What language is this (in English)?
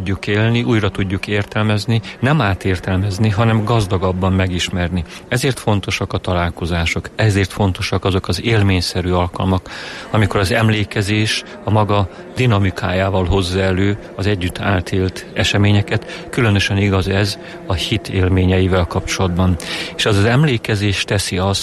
Hungarian